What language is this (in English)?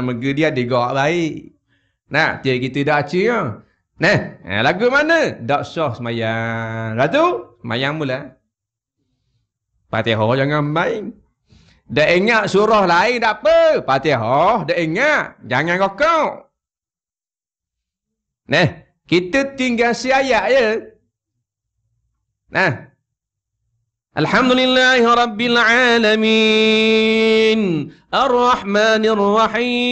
Malay